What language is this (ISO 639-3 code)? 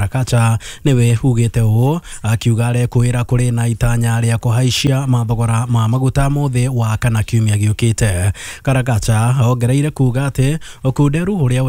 kik